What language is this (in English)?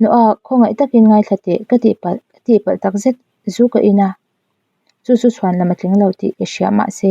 Mizo